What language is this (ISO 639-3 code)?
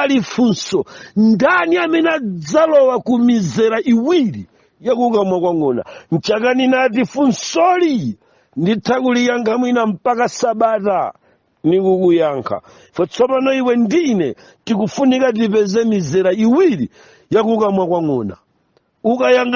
nya